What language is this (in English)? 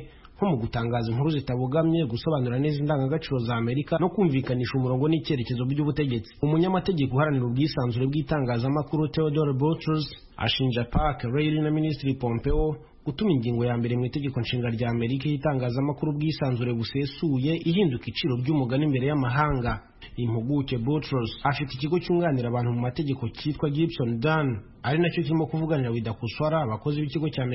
Kinyarwanda